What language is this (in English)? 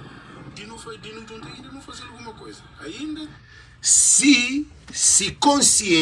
Kabuverdianu